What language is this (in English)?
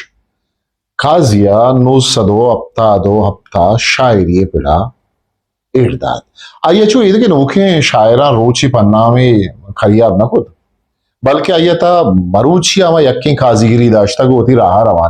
Eastern Balochi